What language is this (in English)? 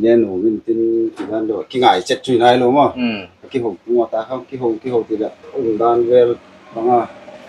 Paite Chin